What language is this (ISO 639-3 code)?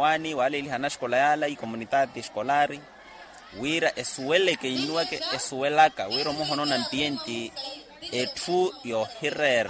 vmw